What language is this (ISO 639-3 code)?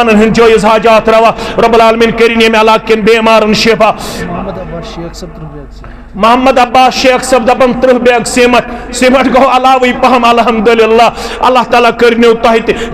kas